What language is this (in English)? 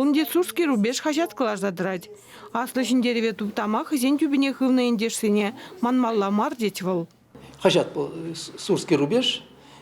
Chuvash